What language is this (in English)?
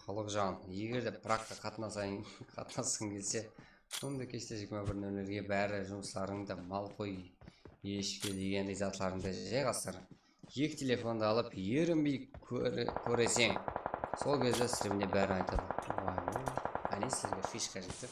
Kara-Kalpak